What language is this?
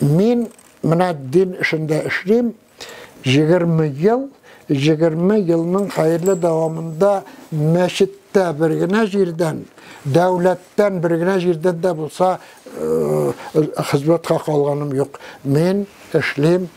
Tatar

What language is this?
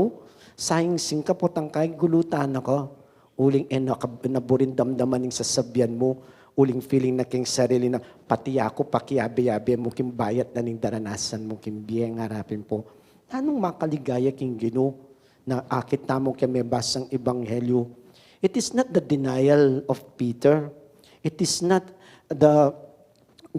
Pampanga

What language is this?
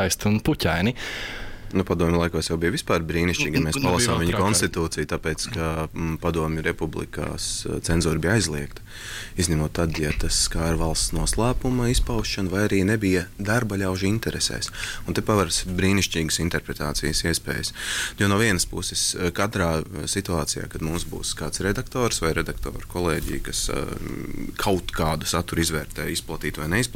Latvian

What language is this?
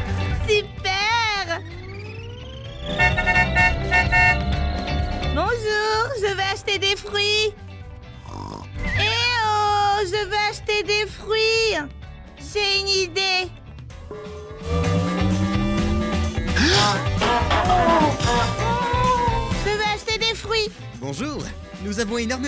French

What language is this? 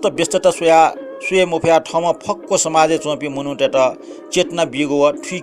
Newari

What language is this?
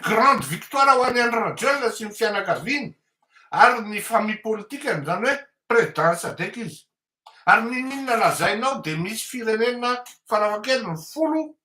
Malagasy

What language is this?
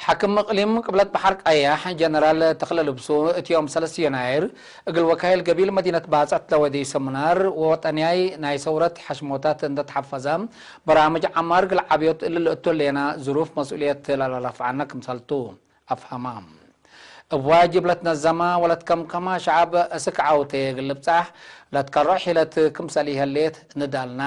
Tigre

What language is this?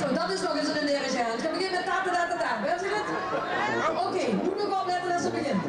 Limburgish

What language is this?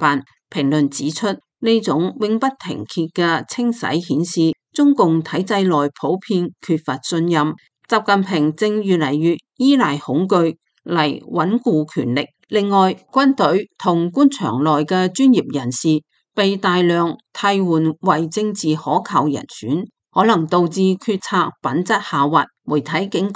Cantonese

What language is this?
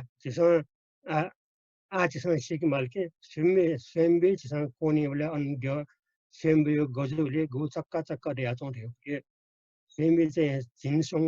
Newari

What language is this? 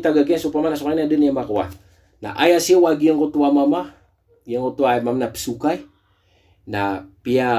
Maranao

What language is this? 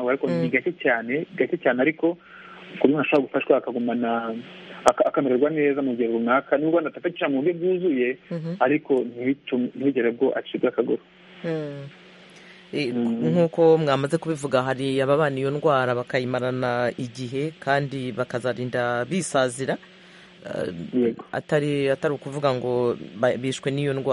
Kinyarwanda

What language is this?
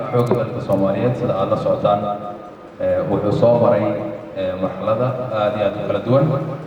Somali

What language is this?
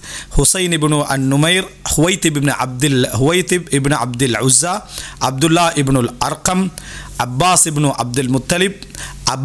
Tamil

